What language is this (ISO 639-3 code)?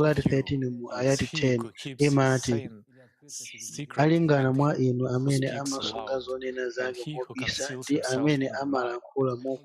nya